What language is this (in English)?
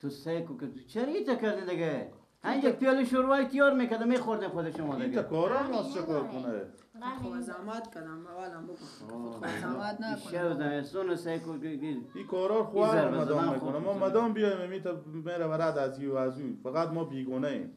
Persian